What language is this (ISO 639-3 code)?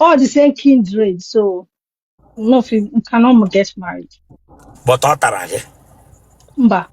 ibo